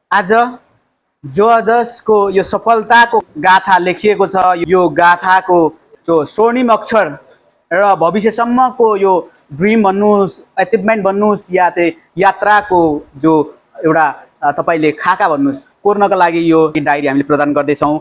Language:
Nepali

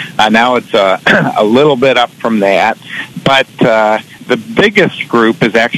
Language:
English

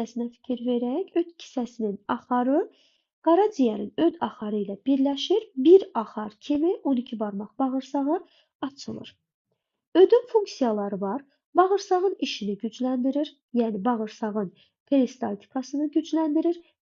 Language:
Azerbaijani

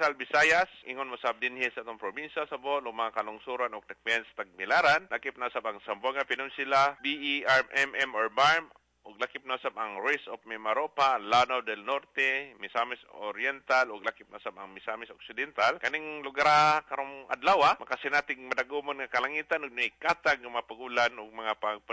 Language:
Cebuano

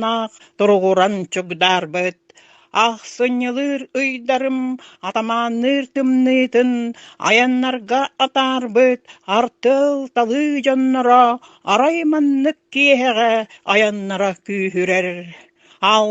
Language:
Yakut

